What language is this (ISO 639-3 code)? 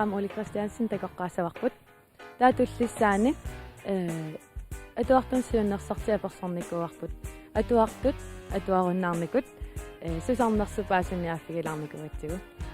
kal